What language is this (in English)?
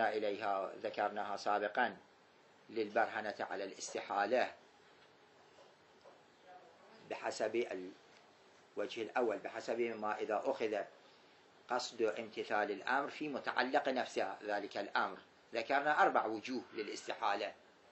Arabic